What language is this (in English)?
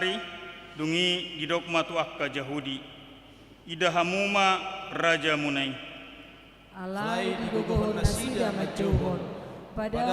Batak Toba